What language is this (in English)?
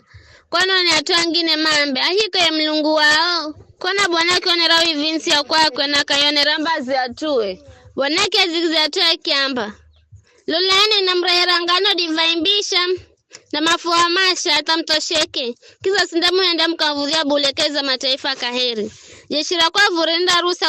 Giryama